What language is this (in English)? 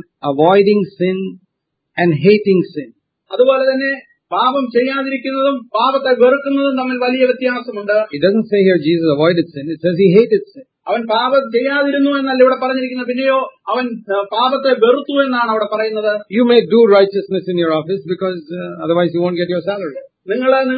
Malayalam